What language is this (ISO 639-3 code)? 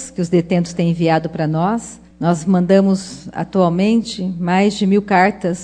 por